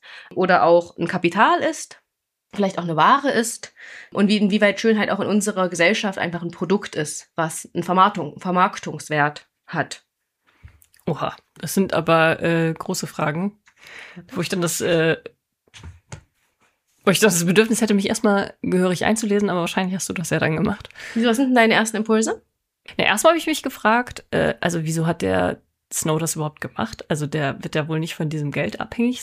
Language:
German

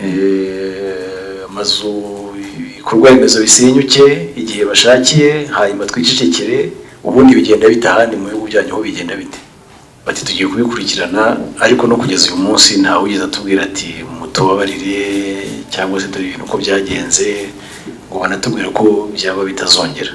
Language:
Kinyarwanda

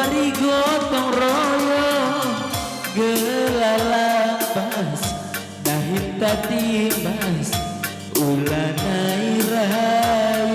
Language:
Batak Karo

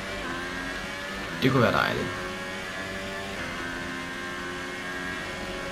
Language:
Danish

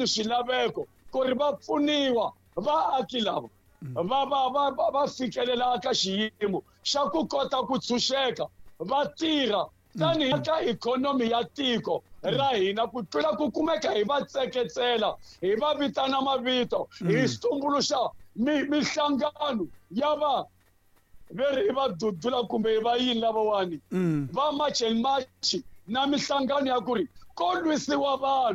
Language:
Tsonga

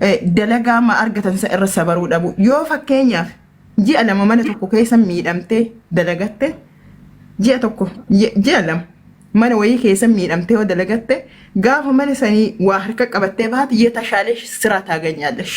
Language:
Oromo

